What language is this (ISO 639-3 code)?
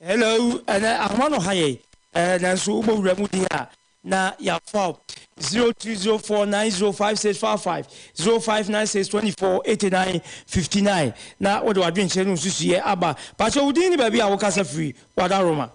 aka